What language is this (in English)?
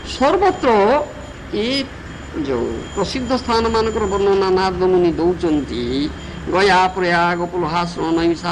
Odia